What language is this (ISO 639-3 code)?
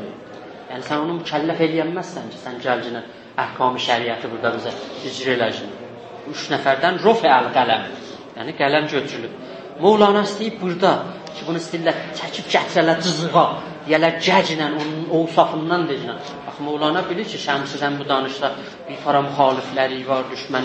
azb